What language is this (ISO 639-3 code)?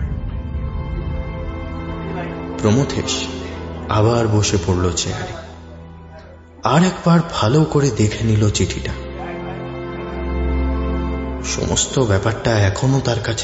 ben